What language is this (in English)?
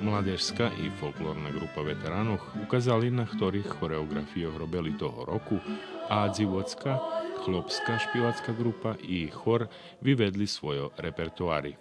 Rusyn